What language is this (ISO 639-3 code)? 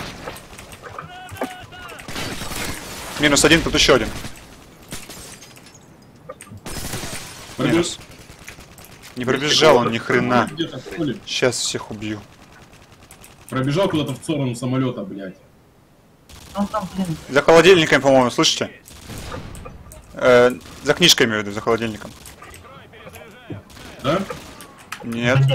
rus